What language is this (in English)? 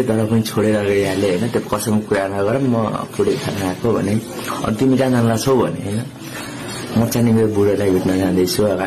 Nepali